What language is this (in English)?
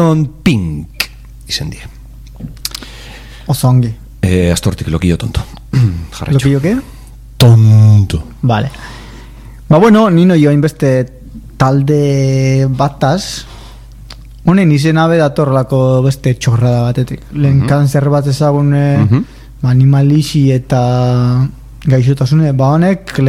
Basque